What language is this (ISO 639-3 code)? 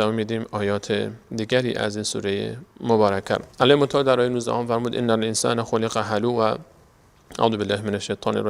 fas